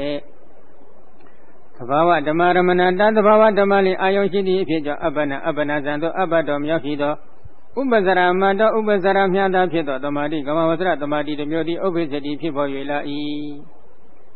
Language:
Burmese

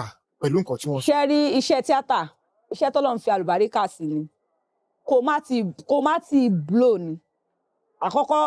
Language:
Yoruba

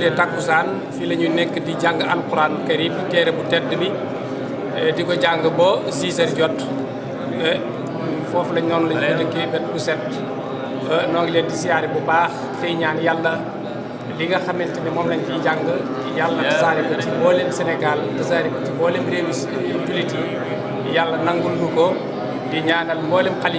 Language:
Wolof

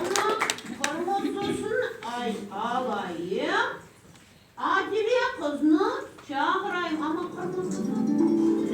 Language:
Crimean Tatar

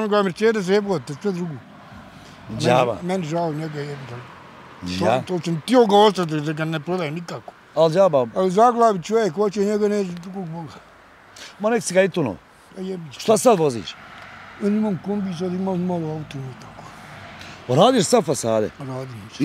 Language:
Bosnian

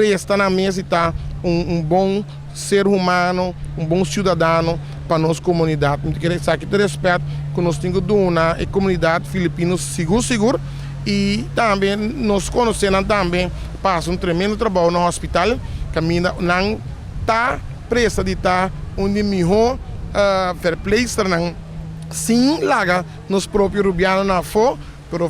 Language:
Papiamento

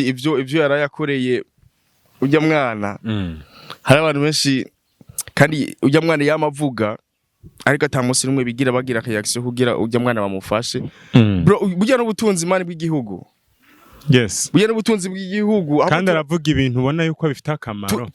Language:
Rundi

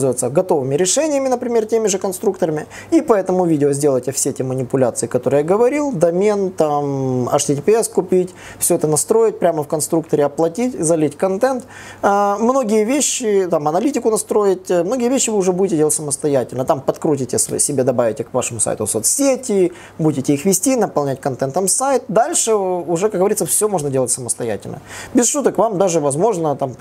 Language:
Russian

